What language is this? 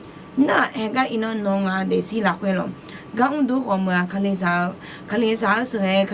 Akha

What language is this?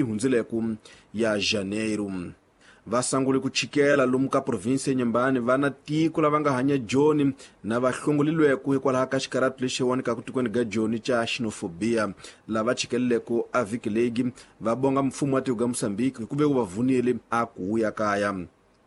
Tsonga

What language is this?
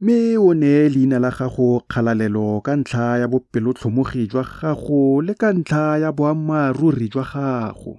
Tswana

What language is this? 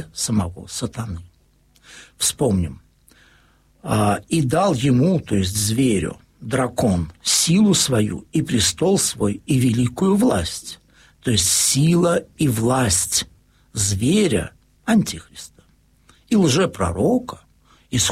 Russian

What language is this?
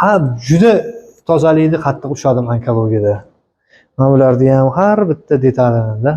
Uzbek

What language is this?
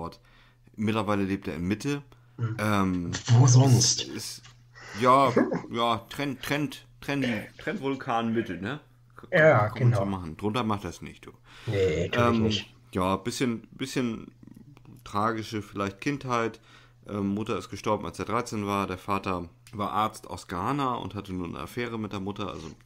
German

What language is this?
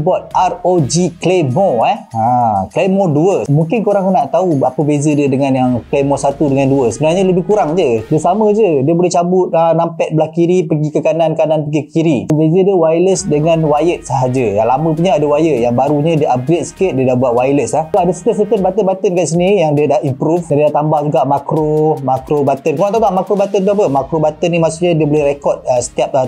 Malay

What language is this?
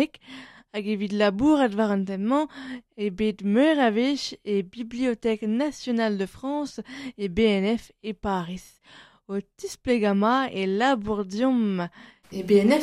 Breton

